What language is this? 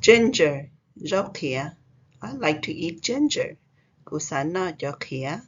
Hmong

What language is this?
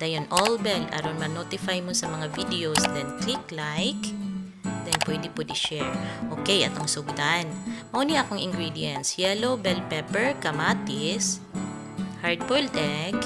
Cebuano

